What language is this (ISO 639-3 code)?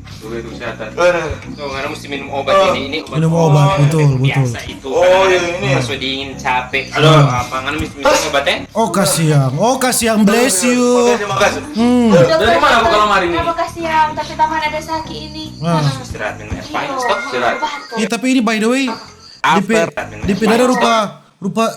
xmm